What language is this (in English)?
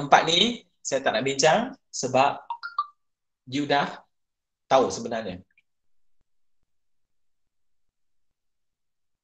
Malay